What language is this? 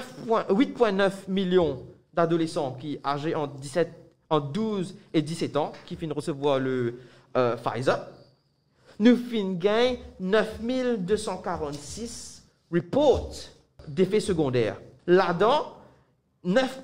Morisyen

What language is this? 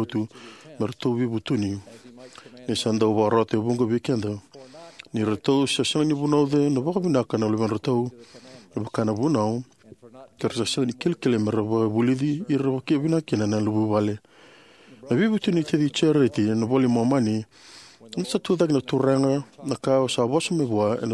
Fijian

